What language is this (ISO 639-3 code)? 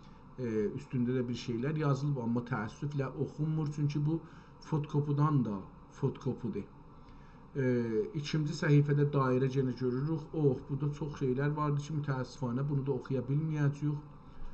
azb